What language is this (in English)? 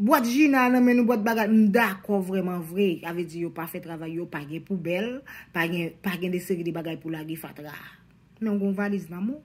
Haitian Creole